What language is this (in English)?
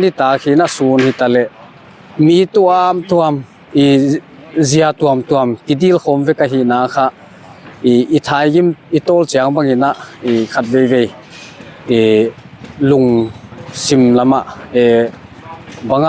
Paite Chin